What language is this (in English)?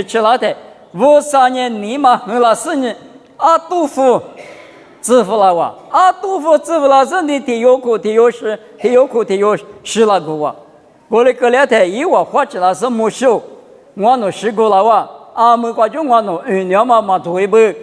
Lisu